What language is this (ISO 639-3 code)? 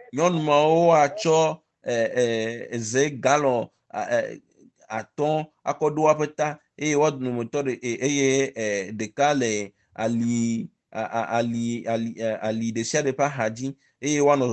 ewe